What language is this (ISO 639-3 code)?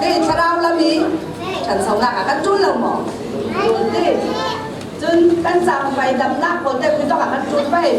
cfm